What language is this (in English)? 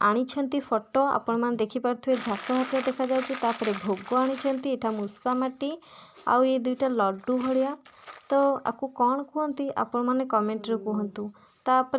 Odia